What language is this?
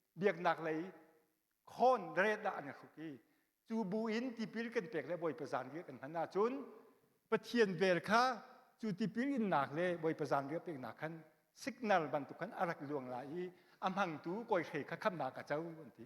Hakha Chin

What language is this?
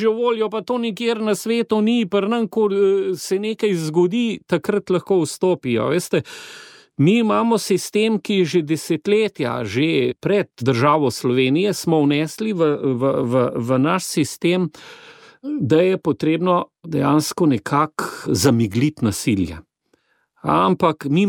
Slovenian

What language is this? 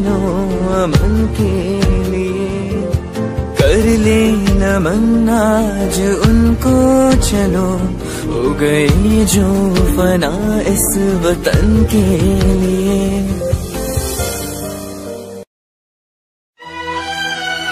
Hindi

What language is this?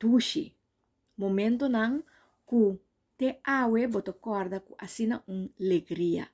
Papiamento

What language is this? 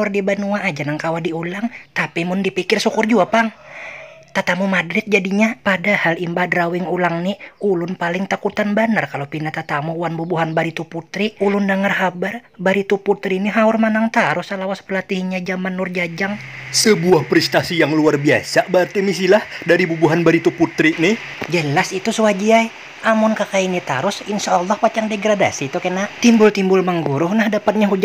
Banjar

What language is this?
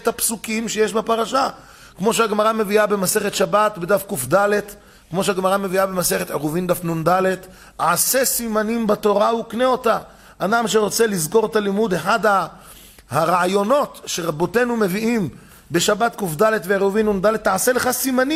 Hebrew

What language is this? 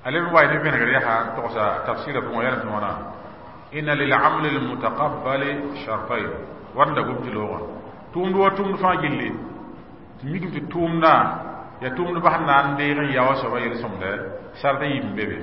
Mossi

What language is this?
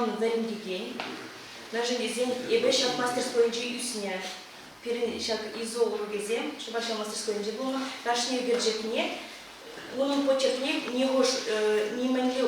Chuvash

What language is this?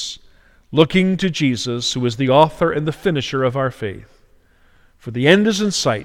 English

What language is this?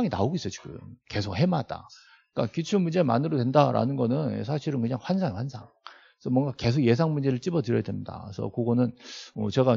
Korean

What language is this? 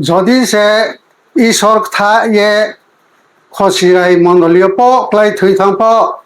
Riang (India)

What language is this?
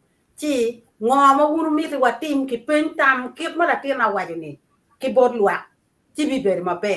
Acoli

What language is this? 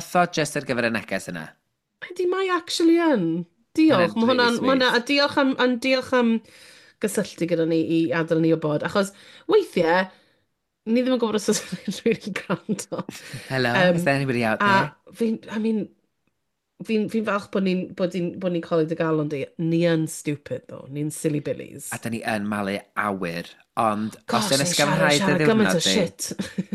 Welsh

